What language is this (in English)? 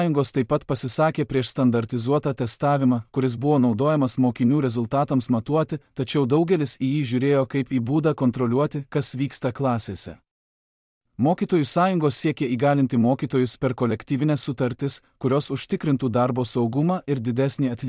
Lithuanian